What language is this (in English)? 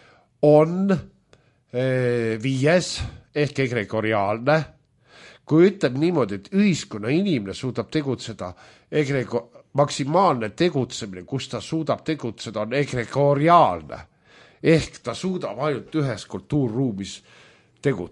Estonian